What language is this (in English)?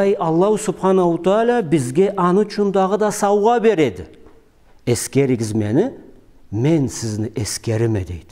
Karachay-Balkar